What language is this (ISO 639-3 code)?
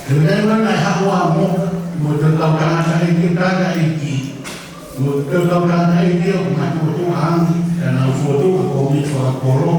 ton